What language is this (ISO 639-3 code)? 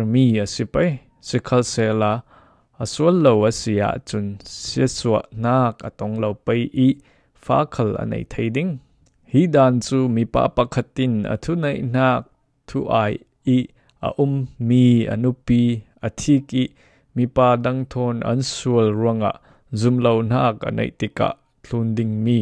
cfm